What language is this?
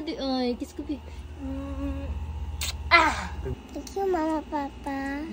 Cebuano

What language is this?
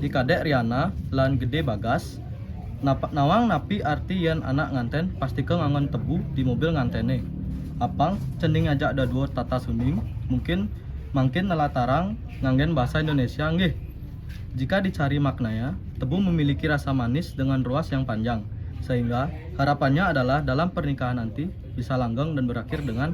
Balinese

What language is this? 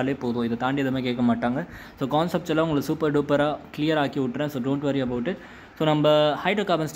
Tamil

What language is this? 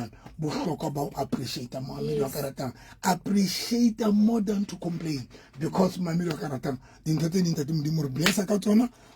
Southern Sotho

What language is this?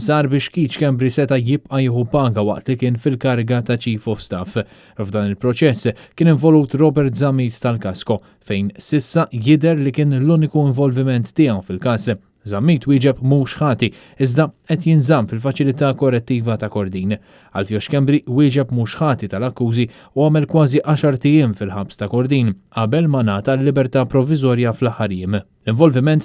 Maltese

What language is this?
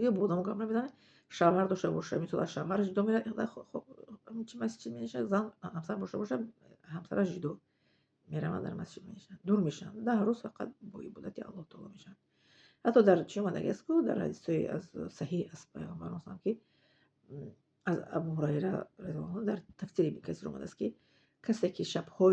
Tajik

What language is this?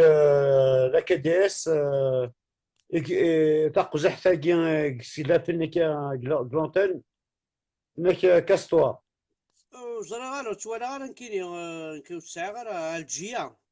Kabyle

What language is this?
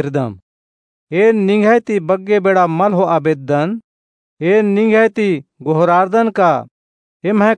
Kurukh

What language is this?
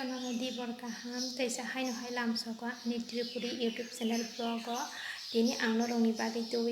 Kok Borok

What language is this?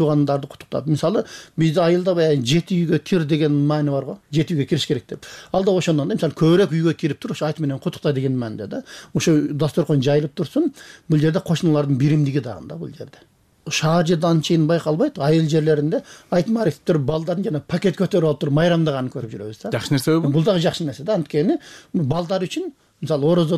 Kyrgyz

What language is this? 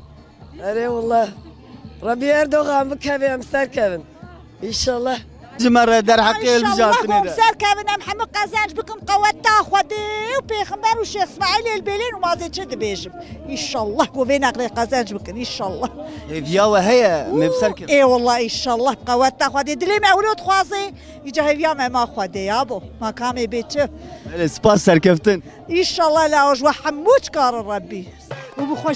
Kurdish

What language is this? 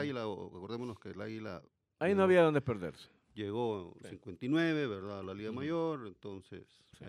Spanish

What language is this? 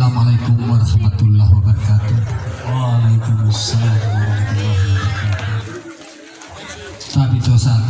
Gorontalo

